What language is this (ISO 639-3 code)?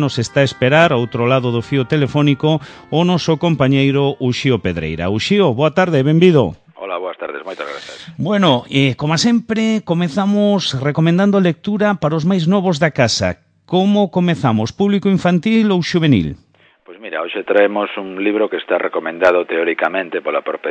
glg